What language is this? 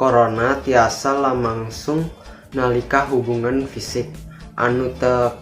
Sundanese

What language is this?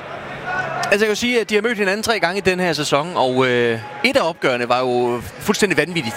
Danish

